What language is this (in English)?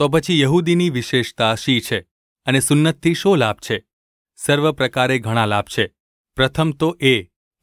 Gujarati